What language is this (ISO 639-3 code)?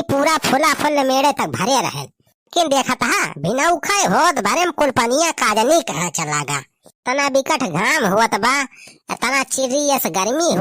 awa